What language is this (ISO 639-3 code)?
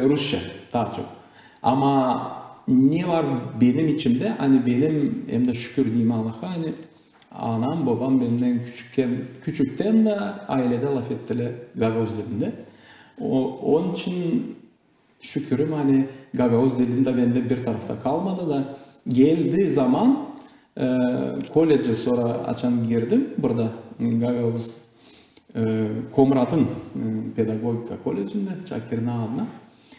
gag